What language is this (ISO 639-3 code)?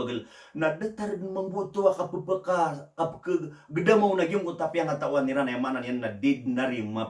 mrw